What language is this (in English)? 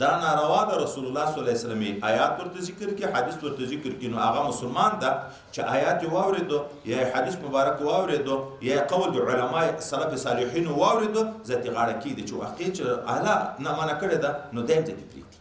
Pashto